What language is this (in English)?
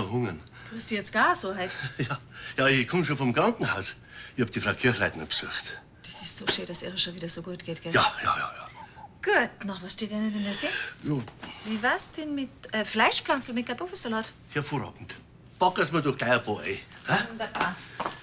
Bavarian